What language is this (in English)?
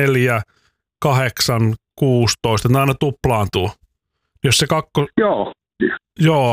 Finnish